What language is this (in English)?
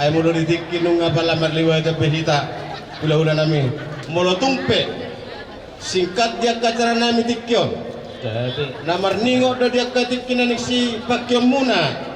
Batak Toba